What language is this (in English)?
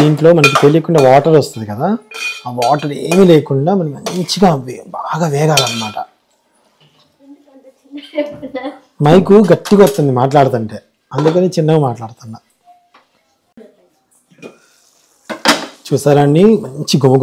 Telugu